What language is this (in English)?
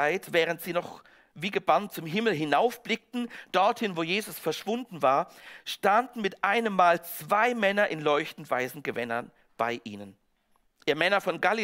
Swiss German